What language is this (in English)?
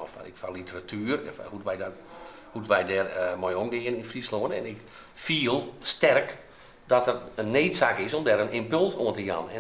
Western Frisian